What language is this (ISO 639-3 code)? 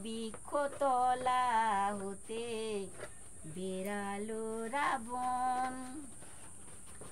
ben